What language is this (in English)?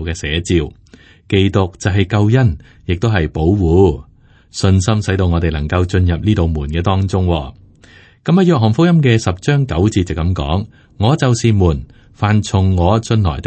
Cantonese